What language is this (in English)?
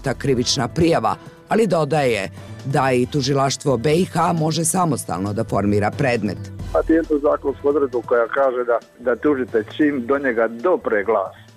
Bosnian